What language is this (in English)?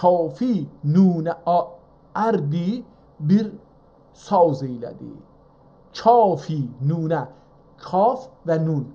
South Azerbaijani